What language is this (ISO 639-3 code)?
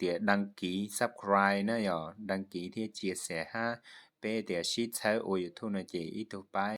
hmn